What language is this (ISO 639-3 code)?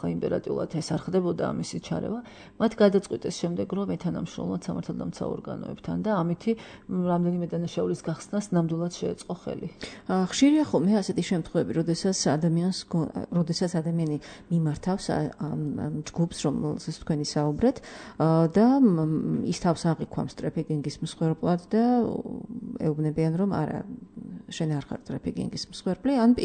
kat